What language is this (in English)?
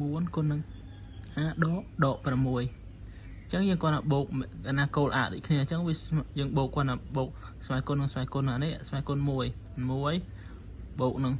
Khmer